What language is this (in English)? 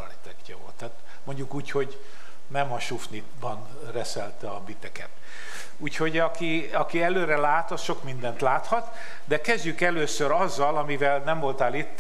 Hungarian